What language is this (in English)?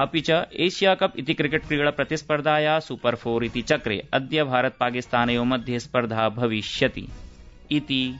Sanskrit